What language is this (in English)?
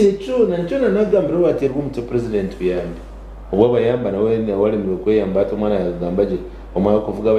Nyankole